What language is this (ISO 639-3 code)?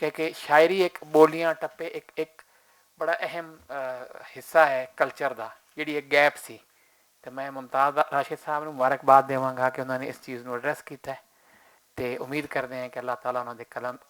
lah